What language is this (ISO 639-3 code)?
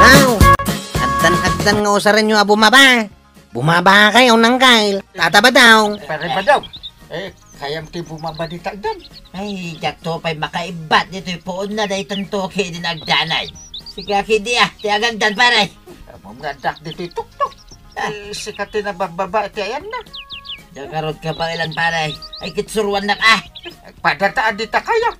ilo